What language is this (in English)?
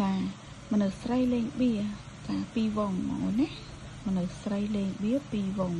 Khmer